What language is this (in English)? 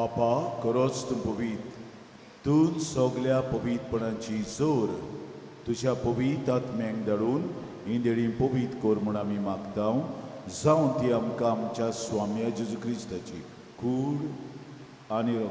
Konkani